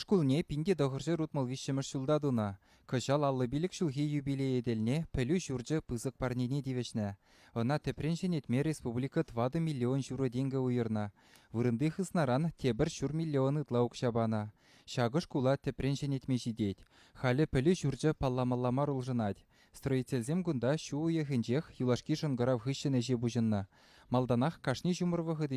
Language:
Chuvash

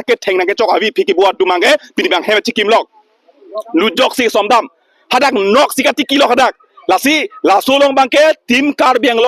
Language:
Karbi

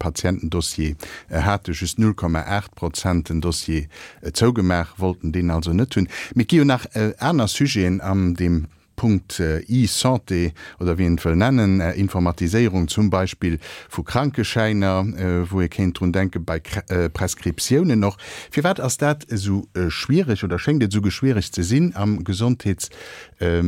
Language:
Luxembourgish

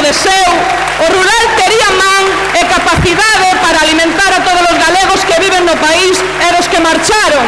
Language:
Galician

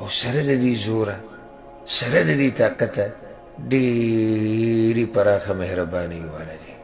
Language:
Pashto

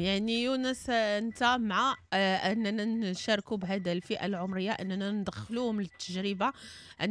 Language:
Moroccan Arabic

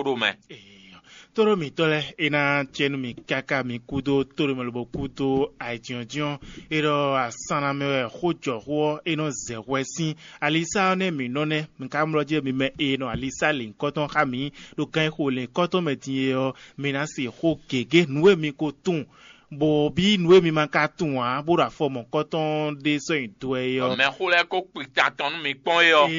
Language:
Fon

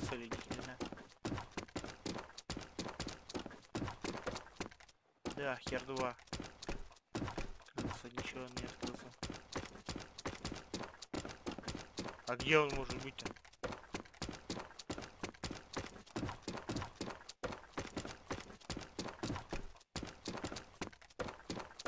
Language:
Russian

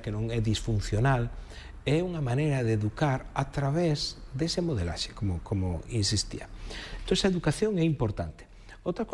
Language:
Galician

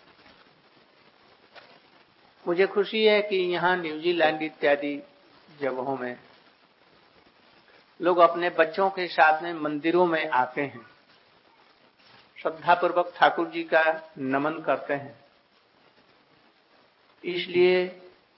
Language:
Hindi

